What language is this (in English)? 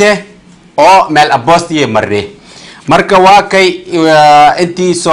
Somali